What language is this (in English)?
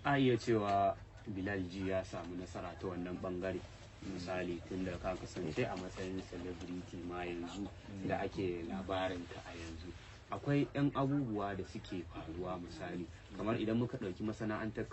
Hausa